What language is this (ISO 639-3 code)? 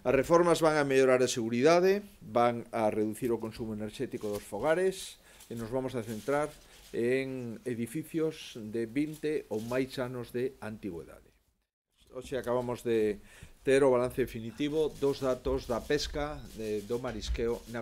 glg